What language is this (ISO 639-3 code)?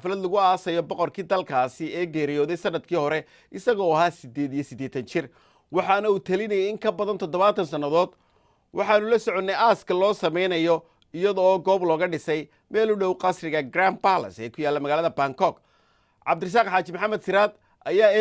som